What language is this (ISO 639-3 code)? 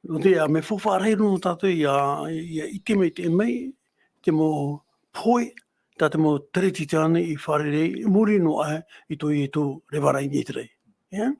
tah